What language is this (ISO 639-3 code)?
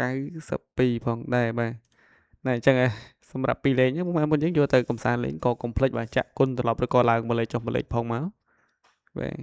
khm